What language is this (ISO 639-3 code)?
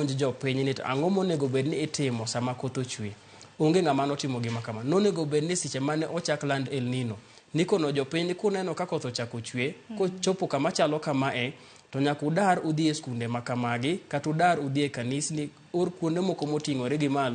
luo